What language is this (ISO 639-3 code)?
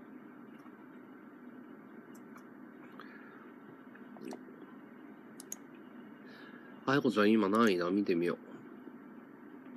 jpn